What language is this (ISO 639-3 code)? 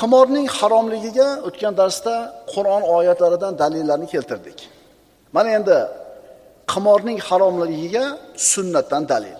uzb